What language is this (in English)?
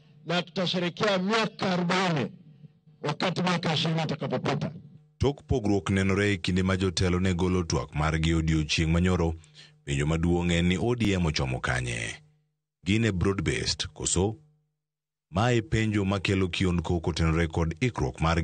Luo (Kenya and Tanzania)